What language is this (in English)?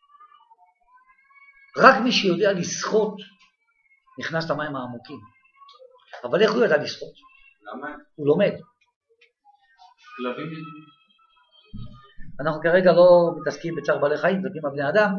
Hebrew